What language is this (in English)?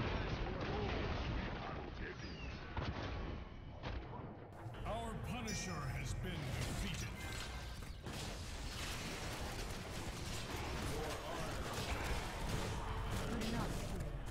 English